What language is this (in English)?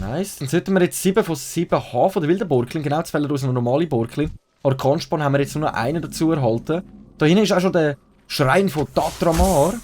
Swiss German